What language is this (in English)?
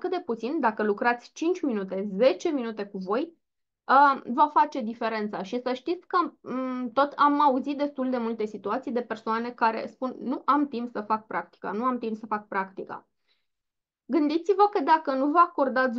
Romanian